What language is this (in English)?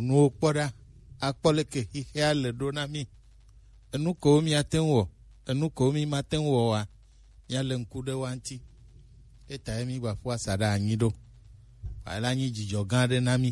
Gen